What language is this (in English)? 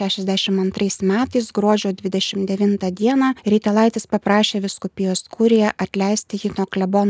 Lithuanian